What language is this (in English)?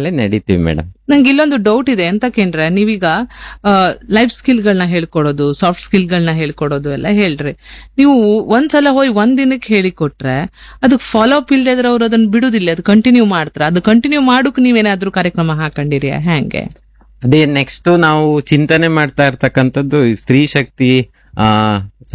Kannada